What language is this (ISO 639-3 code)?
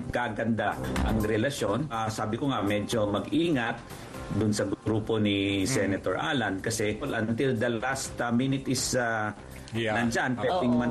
fil